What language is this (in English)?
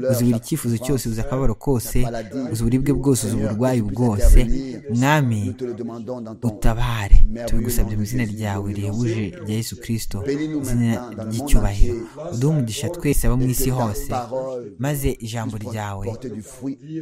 Kinyarwanda